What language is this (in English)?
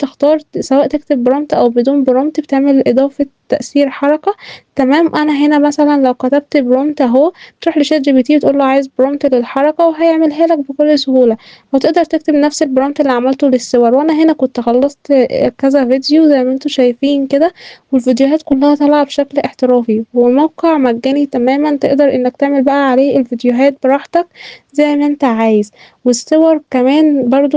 Egyptian Arabic